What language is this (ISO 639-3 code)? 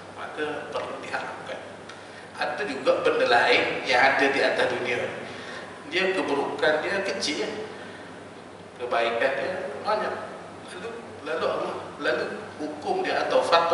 msa